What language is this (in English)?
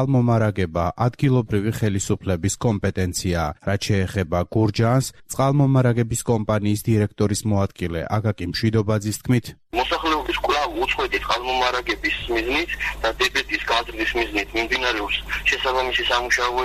Georgian